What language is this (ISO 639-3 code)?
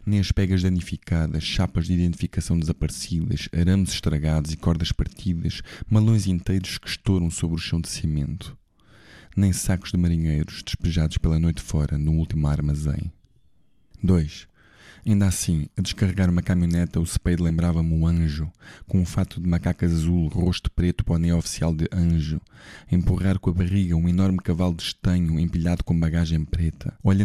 por